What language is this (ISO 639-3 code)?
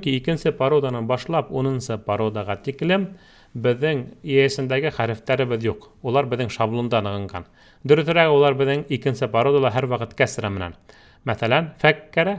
bak